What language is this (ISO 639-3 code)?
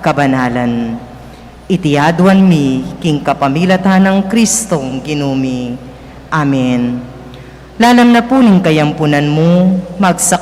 pam